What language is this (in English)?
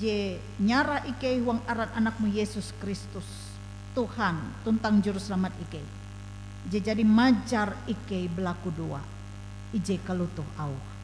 Ngaju